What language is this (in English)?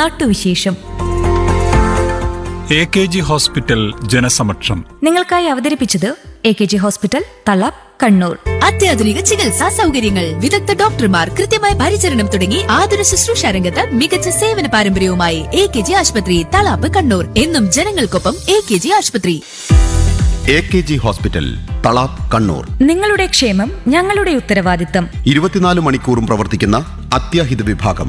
Malayalam